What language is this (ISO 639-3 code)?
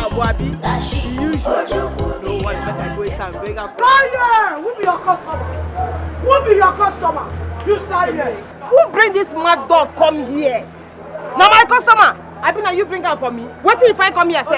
pcm